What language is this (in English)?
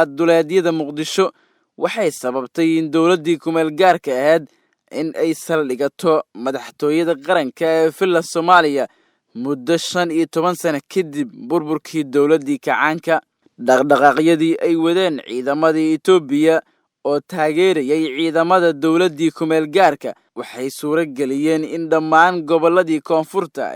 Somali